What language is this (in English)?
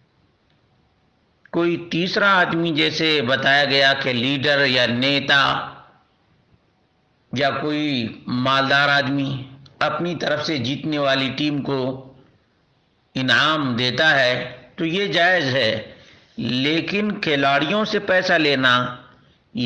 Urdu